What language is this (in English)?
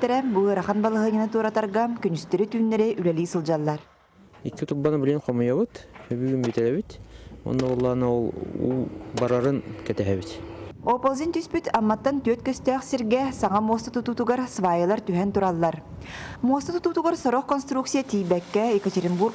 Yakut